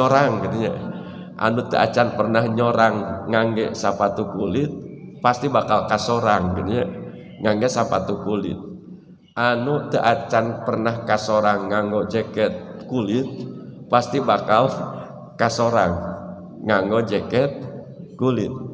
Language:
Sundanese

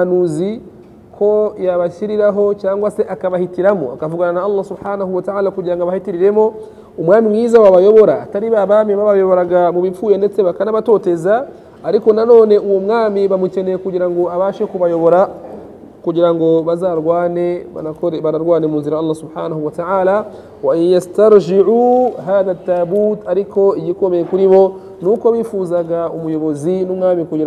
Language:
Kinyarwanda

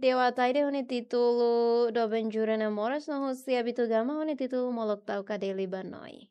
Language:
Tetum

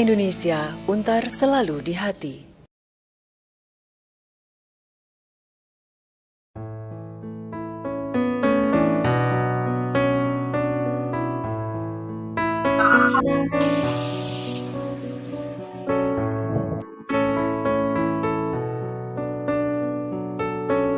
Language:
Indonesian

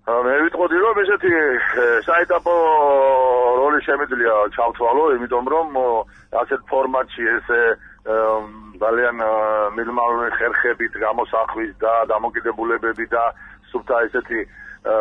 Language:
Georgian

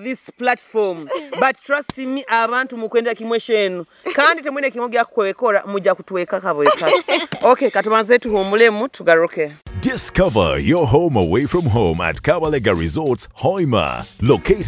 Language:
Nyoro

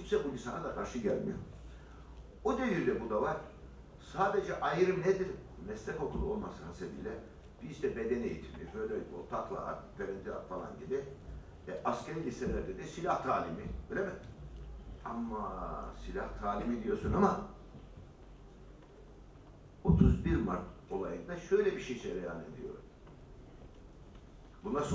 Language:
Turkish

